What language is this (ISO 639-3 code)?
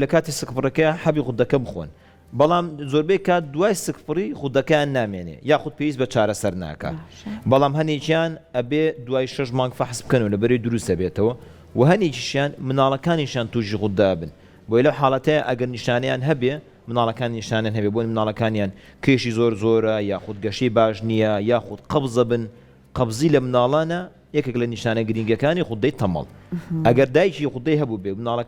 ckb